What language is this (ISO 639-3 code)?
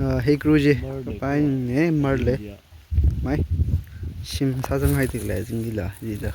nmf